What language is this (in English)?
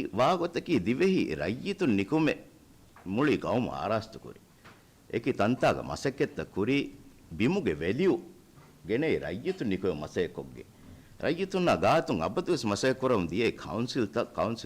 Divehi